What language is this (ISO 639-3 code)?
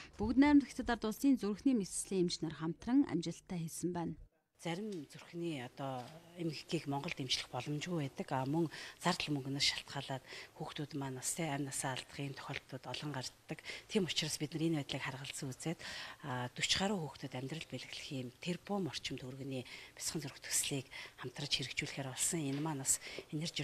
mon